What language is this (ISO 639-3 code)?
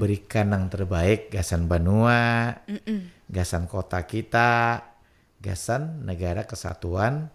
bjn